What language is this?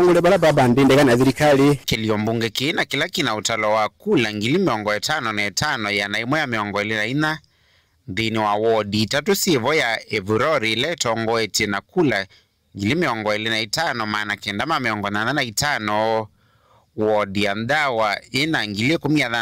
Kamba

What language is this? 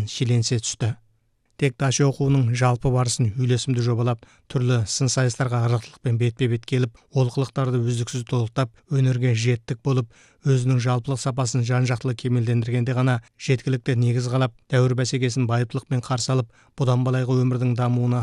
Kazakh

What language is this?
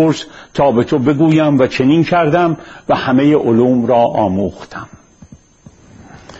Persian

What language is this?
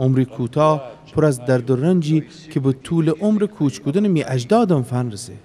Gilaki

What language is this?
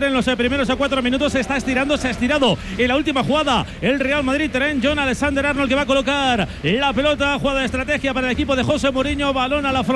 Spanish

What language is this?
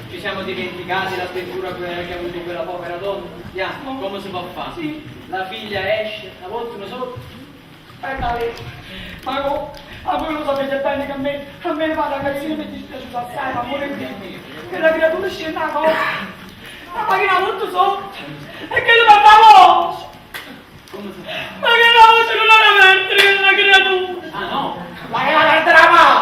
Neapolitan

